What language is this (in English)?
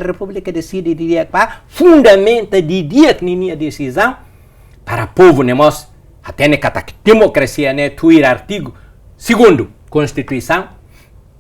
Tetum